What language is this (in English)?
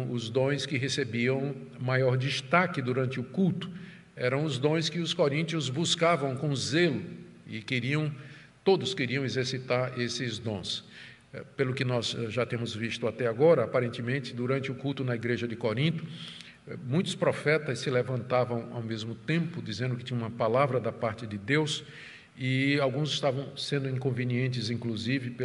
Portuguese